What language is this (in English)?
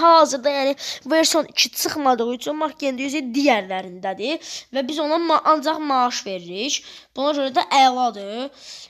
Azerbaijani